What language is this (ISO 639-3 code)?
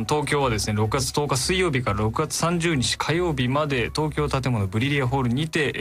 jpn